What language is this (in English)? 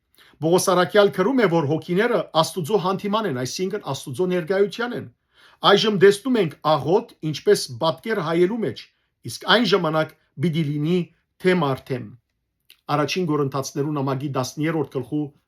Western Armenian